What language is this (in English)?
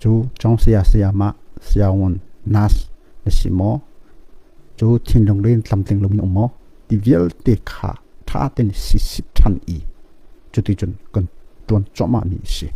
Hakha Chin